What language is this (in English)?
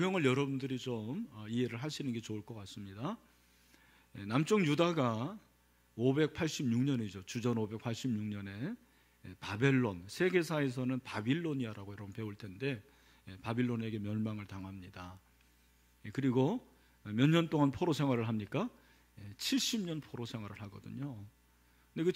Korean